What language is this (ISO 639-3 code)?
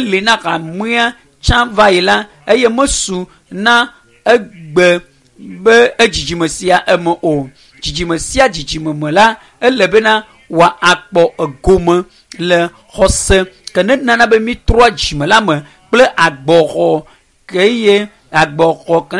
ewe